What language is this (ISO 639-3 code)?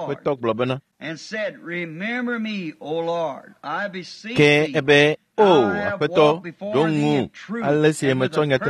ewe